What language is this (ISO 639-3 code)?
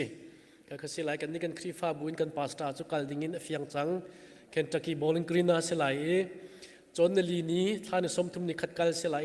cnh